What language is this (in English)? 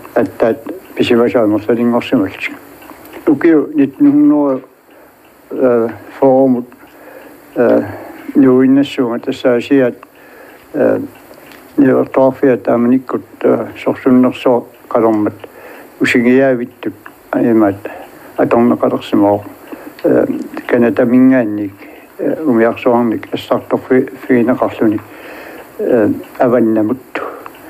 Kalaallisut